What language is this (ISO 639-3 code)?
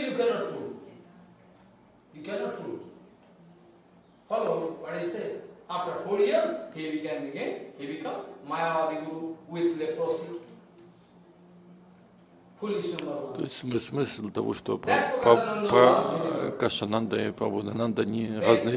rus